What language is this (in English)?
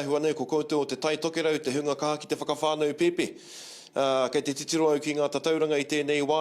Māori